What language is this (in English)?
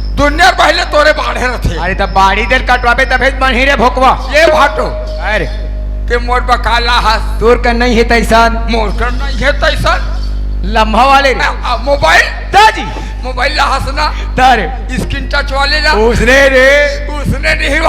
Chhattisgarhi